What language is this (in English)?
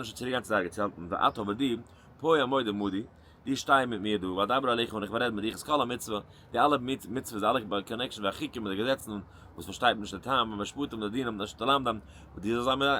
Yiddish